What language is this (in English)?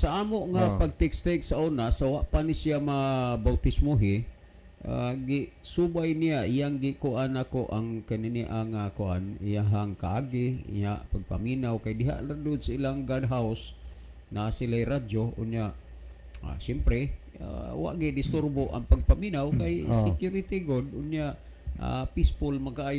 Cebuano